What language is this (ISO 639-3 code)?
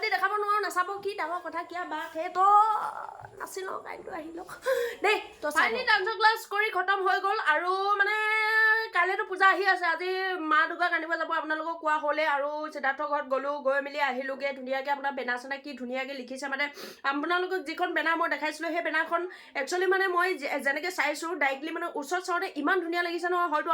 asm